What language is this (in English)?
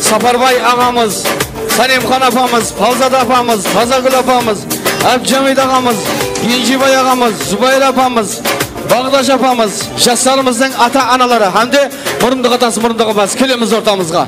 Kara-Kalpak